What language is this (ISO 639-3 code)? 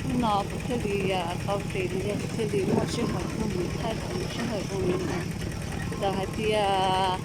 hmn